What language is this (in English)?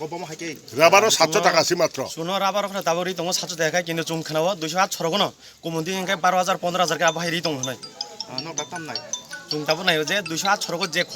Kok Borok